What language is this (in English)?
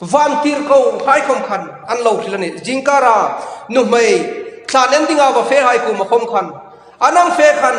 Hmar